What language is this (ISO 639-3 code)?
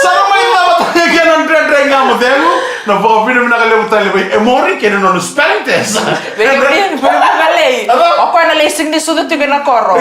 fij